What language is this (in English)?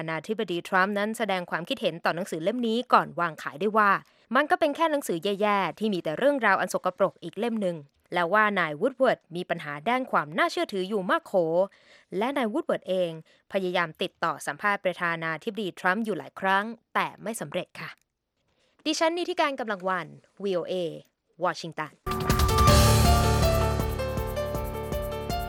Thai